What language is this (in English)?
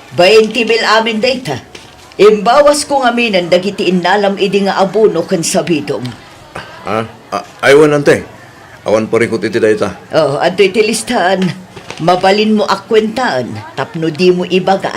Iloko